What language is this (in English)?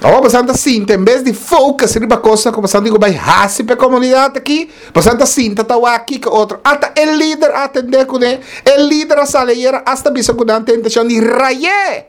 Papiamento